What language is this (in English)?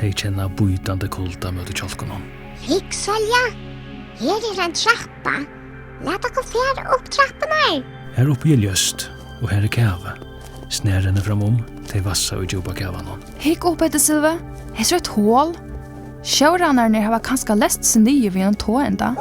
Faroese